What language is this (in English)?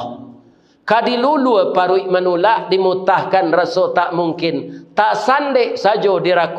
Minangkabau